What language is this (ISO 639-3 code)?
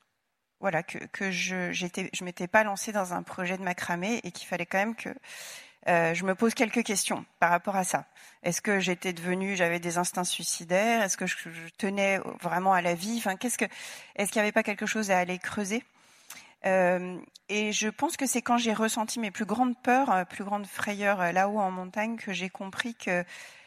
fra